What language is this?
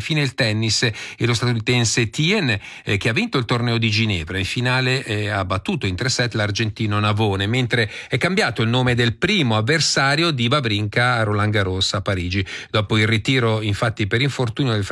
Italian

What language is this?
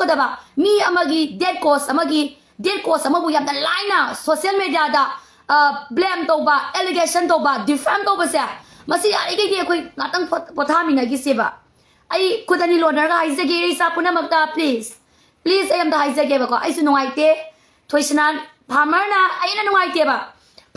Manipuri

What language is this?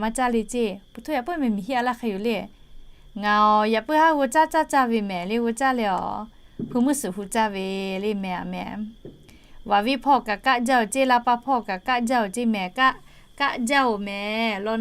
Lahu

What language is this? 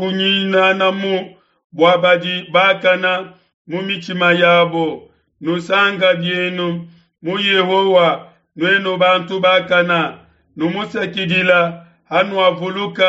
Luba-Lulua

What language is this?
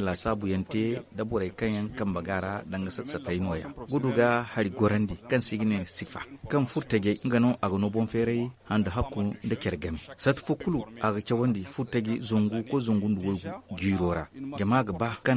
Zarma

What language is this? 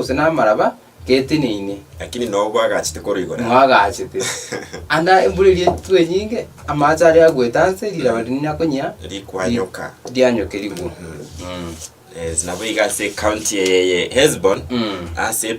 Gusii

